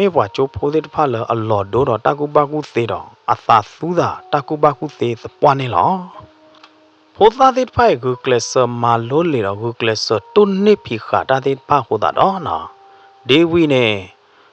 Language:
S'gaw Karen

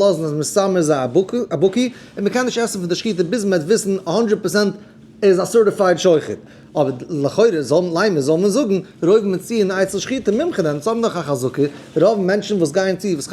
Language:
Yiddish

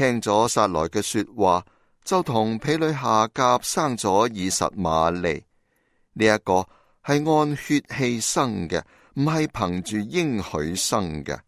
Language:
Cantonese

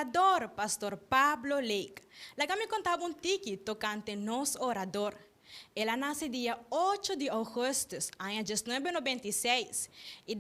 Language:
Papiamento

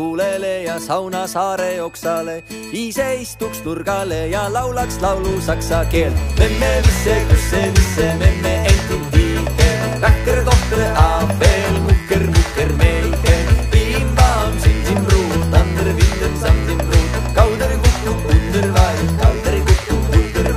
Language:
Estonian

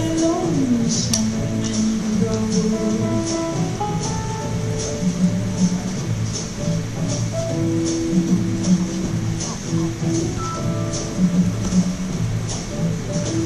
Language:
Chinese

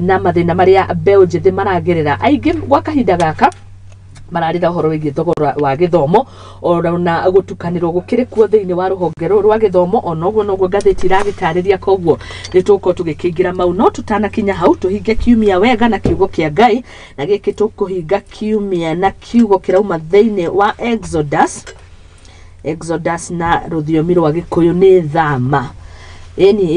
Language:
Kikuyu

